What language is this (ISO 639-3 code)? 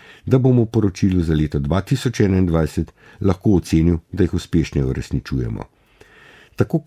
slv